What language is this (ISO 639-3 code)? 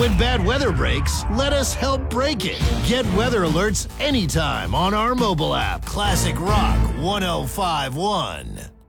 eng